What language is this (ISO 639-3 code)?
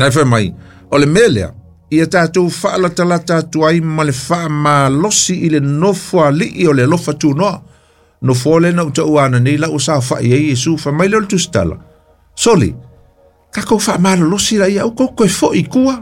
smo